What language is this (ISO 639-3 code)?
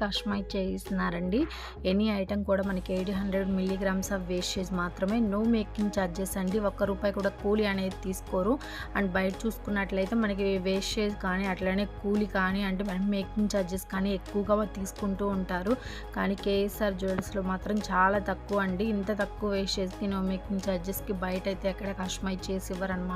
tel